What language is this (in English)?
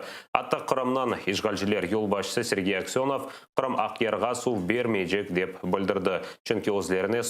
Crimean Tatar